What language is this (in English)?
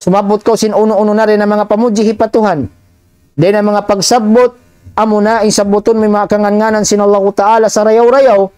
Tausug